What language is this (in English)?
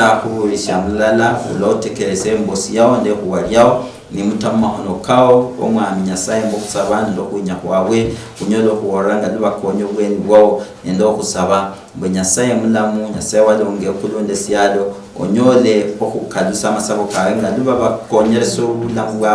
Luyia